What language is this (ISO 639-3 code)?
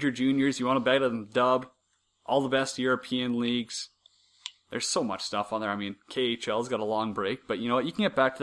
eng